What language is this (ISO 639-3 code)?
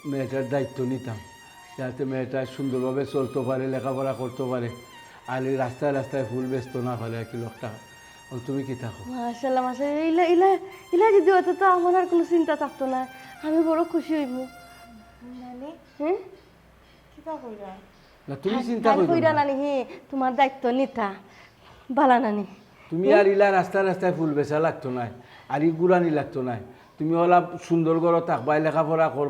syl